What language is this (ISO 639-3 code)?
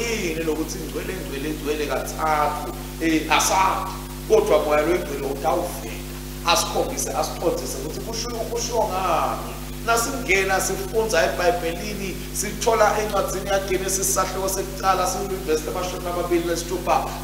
ssw